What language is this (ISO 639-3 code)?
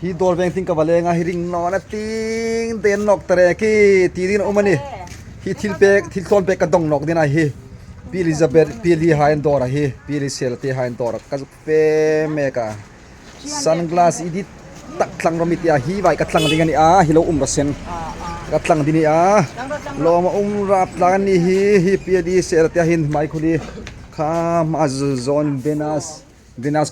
hmr